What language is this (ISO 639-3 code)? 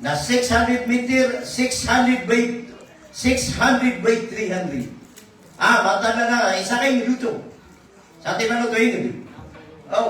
mrw